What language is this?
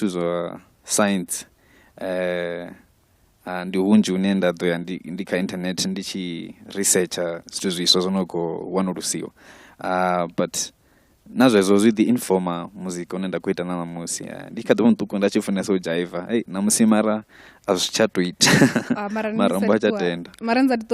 Venda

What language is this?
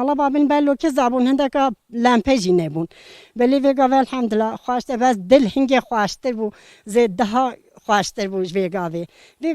Kurdish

